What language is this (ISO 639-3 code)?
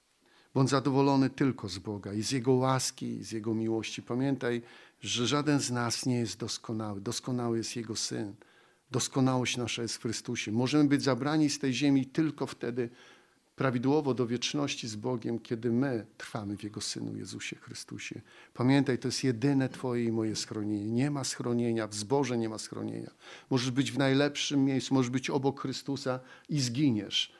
pol